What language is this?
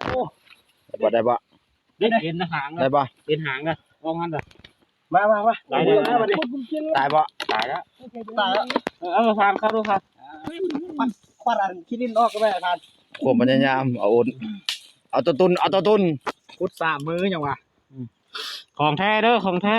Lao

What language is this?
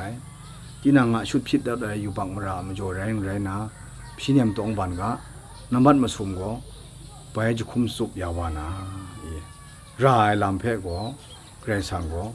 Kachin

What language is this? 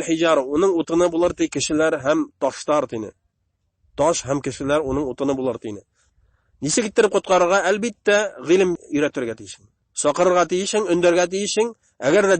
Bashkir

